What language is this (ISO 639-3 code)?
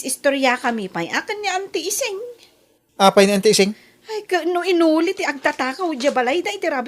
ilo